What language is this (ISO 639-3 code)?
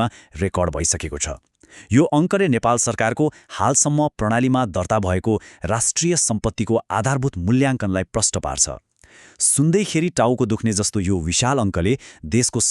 nep